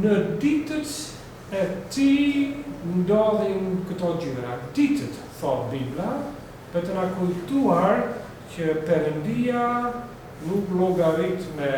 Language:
Albanian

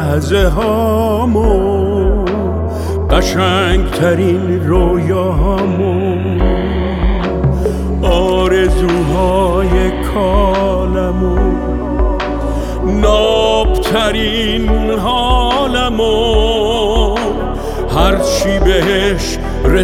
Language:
Persian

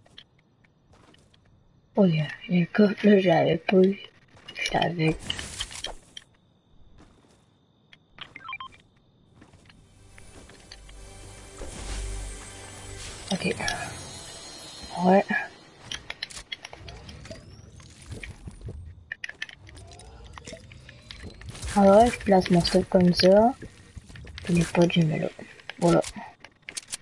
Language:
French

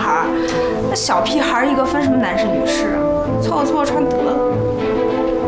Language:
Chinese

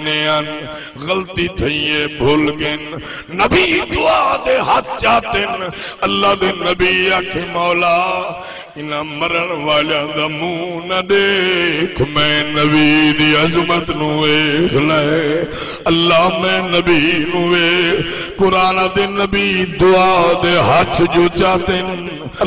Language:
Saraiki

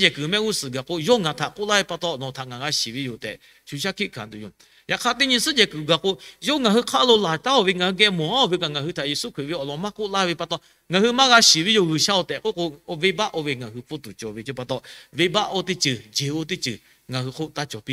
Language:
Lahu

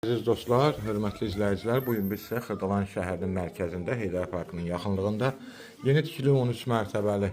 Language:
Azerbaijani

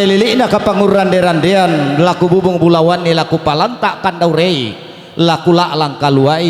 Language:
Toraja-Sa'dan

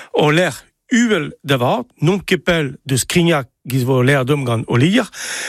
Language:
Breton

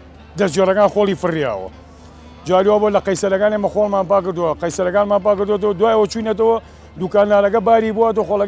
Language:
Central Kurdish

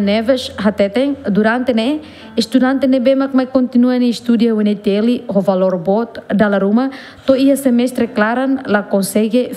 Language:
Tetum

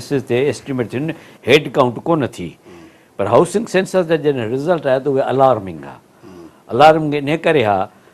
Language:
Sindhi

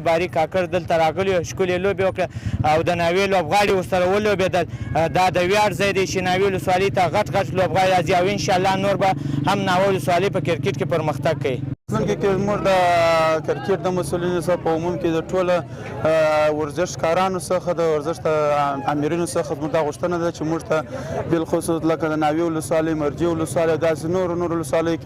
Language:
Pashto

